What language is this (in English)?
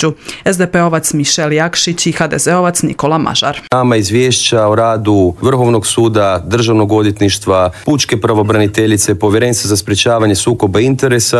Croatian